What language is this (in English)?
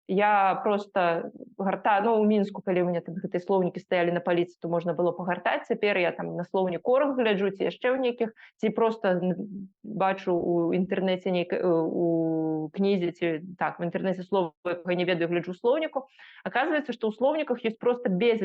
Belarusian